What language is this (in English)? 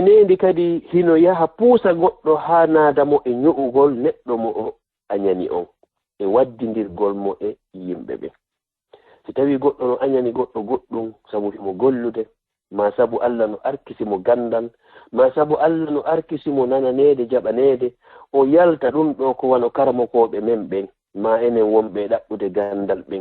Fula